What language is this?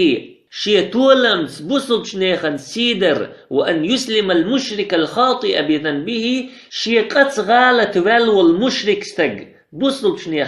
Chechen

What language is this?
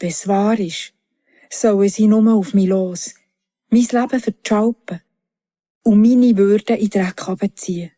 Swiss German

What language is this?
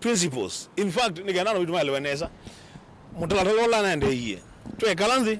Kamba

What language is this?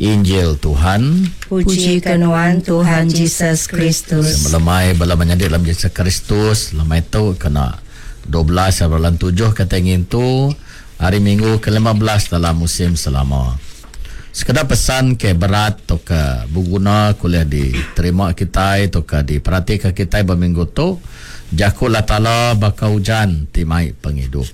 Iban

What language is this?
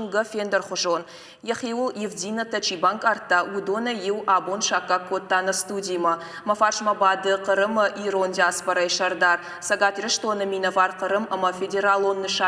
Ossetic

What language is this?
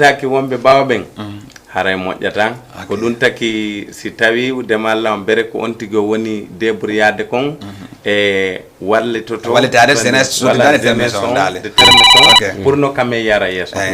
Fula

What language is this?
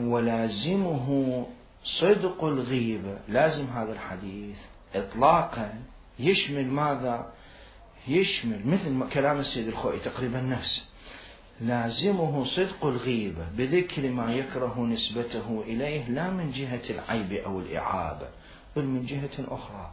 Mesopotamian Arabic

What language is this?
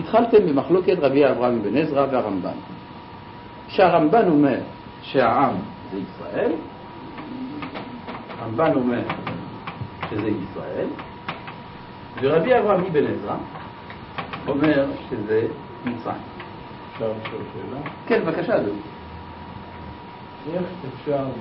Hebrew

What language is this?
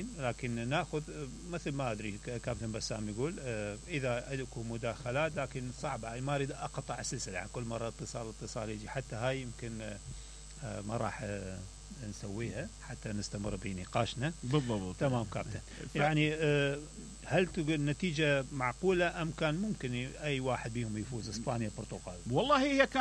Mesopotamian Arabic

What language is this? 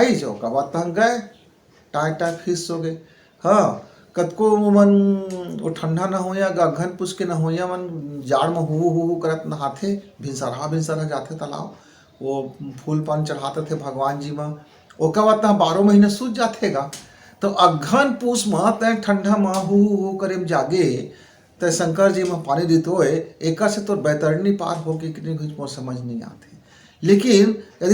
Chhattisgarhi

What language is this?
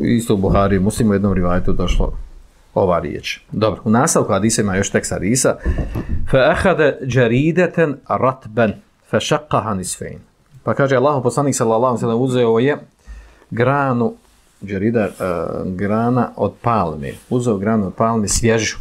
Bosnian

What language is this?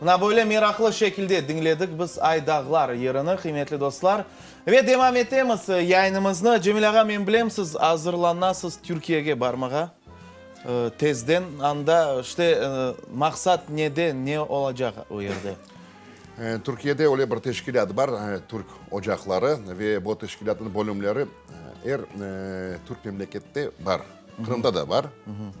Crimean Tatar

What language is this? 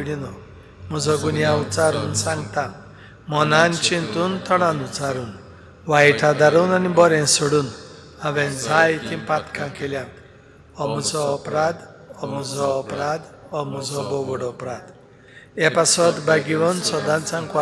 Konkani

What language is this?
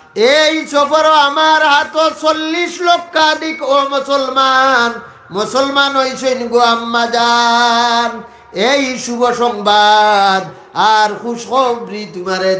Sylheti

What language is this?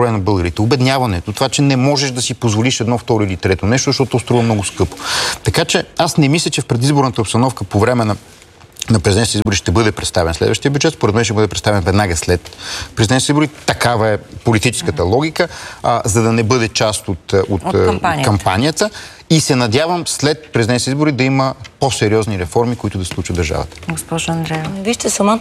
Bulgarian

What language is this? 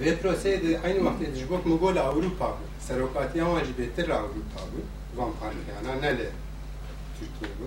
Kurdish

